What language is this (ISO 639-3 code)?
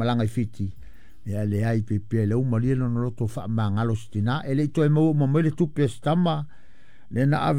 smo